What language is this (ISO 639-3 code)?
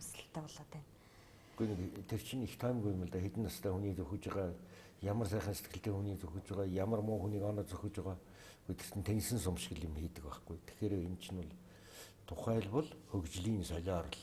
mon